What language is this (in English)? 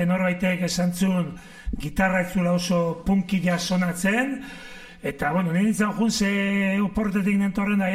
Basque